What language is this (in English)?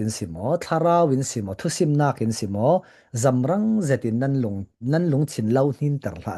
Falam Chin